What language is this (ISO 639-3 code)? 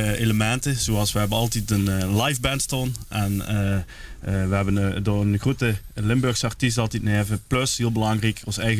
lim